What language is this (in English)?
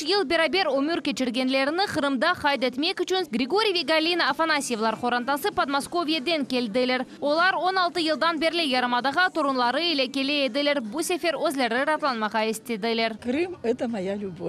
Crimean Tatar